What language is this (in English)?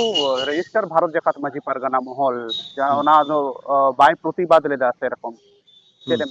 Santali